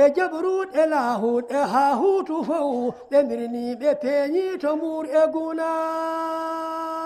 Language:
Fula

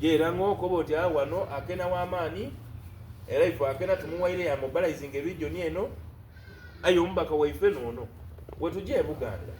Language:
Soga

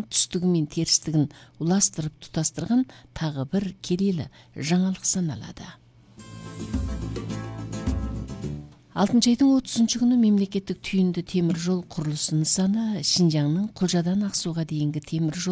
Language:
Kazakh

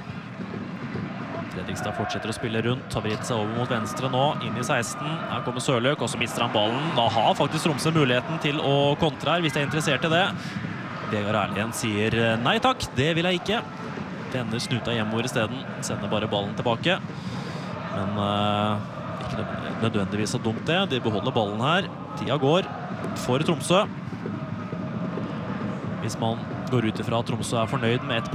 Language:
Norwegian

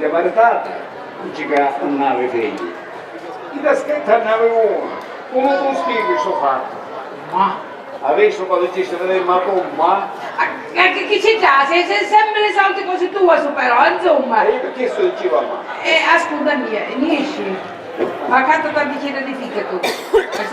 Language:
Sicilian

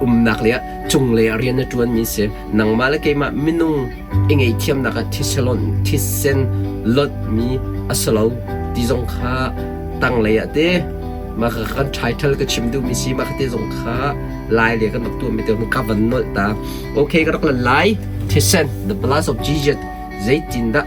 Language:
Hakha Chin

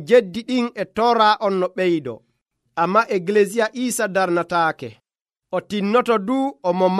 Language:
Nigerian Fulfulde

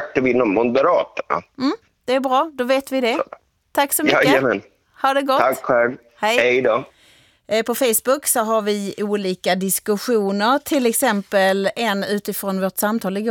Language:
Swedish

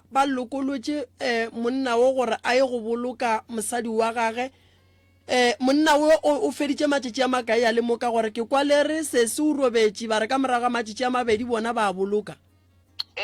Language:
Northern Sotho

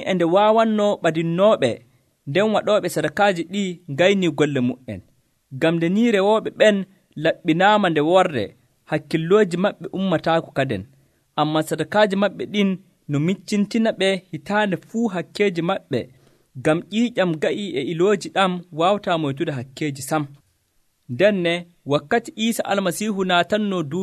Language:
Nigerian Fulfulde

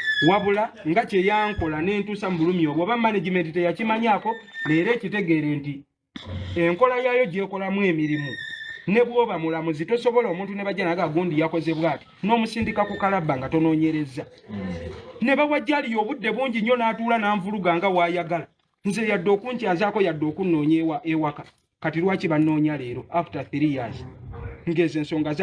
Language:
Ganda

